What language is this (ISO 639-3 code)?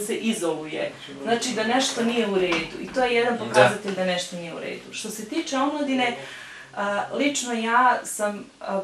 bos